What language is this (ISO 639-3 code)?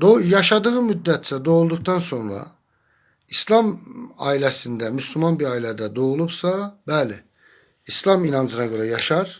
aze